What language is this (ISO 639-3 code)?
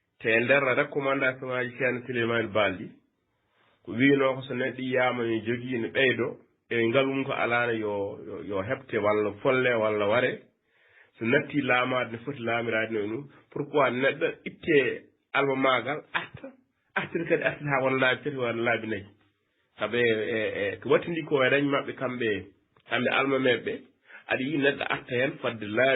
ful